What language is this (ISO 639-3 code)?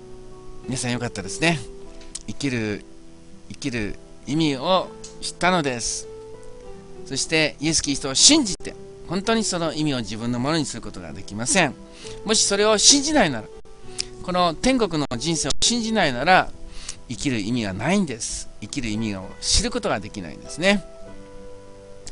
jpn